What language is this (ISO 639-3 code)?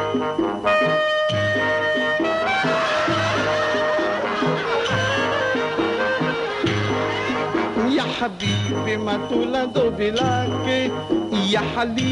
por